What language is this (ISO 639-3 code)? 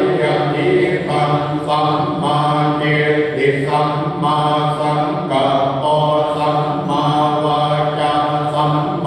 pli